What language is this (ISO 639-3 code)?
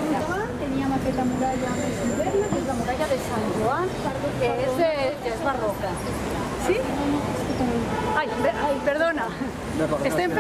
cat